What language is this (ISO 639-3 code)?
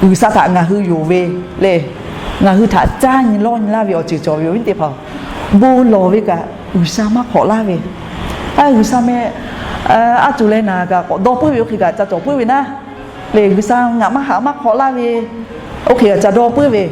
lhu